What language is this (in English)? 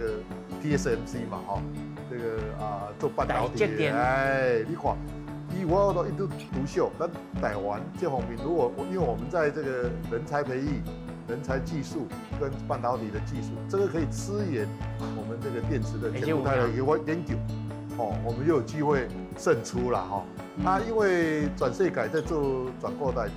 Min Nan Chinese